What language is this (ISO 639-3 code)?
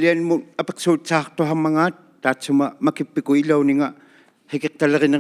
iku